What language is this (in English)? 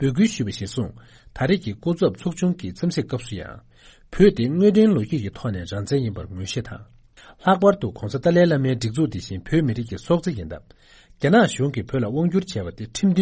Tibetan